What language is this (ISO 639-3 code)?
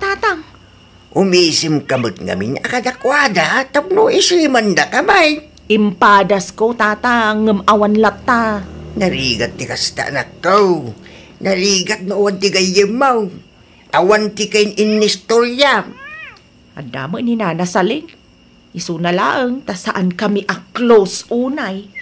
ilo